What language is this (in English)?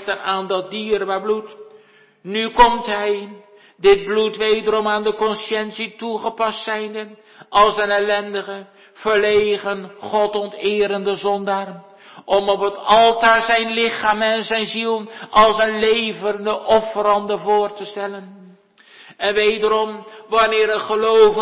Dutch